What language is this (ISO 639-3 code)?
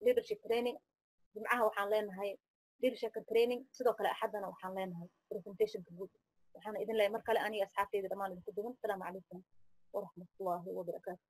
som